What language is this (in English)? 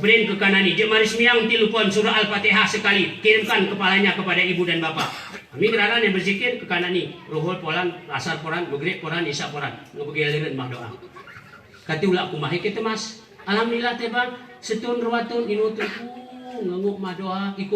Gayo